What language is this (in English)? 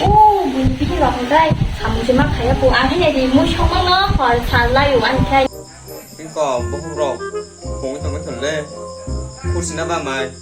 Kok Borok